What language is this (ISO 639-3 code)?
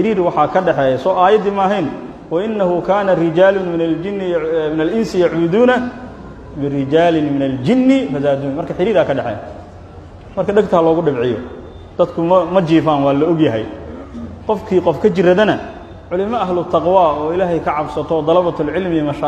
som